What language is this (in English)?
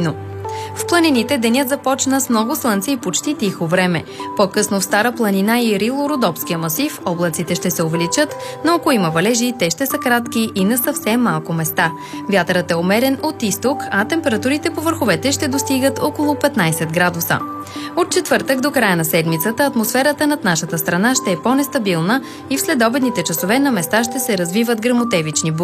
Bulgarian